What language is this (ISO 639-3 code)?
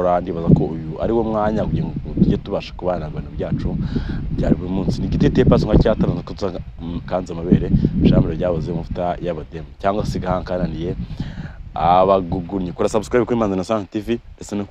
kin